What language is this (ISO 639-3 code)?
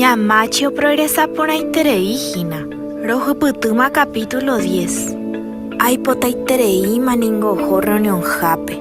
grn